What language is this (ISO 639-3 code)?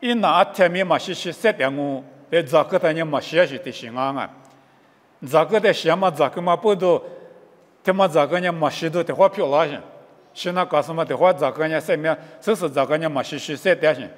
lis